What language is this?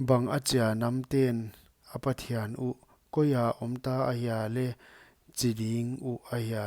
Paite Chin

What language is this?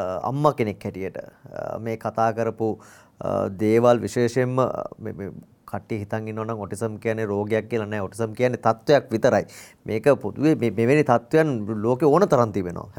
Sinhala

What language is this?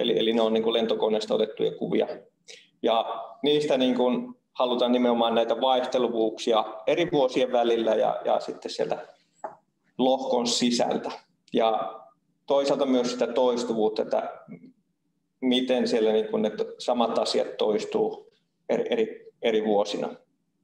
Finnish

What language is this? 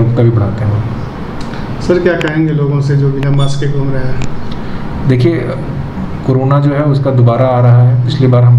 Hindi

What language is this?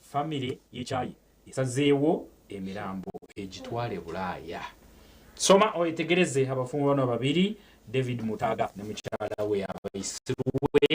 Nyankole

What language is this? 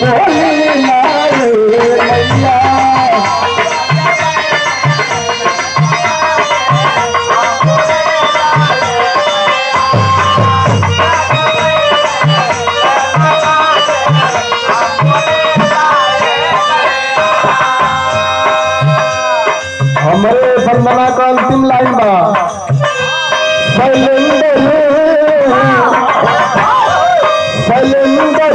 Bhojpuri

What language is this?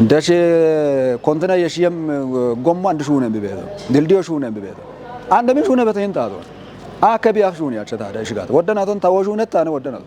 Kafa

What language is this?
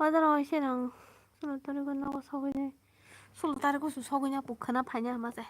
Kok Borok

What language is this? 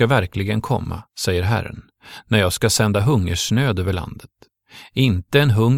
Swedish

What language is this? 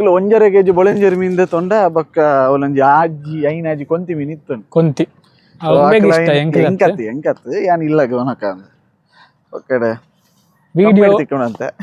Tulu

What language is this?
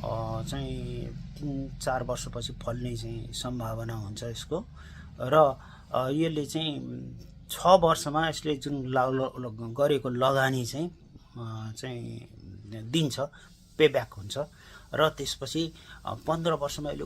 Nepali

